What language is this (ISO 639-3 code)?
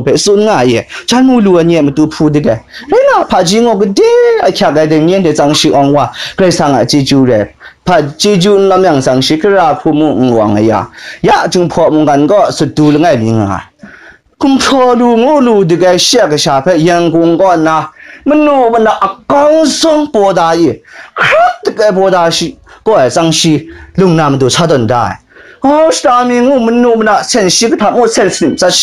kac